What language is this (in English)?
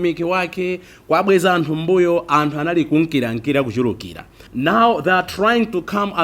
Nyanja